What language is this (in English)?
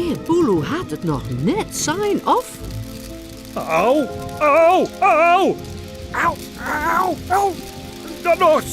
Western Frisian